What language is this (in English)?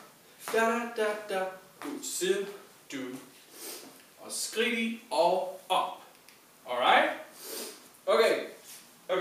Danish